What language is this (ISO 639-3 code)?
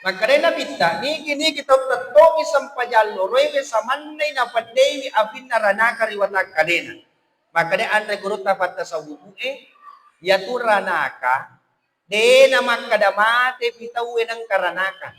bug